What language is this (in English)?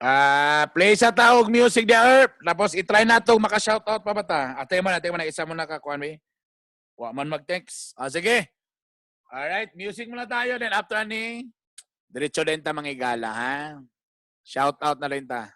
Cebuano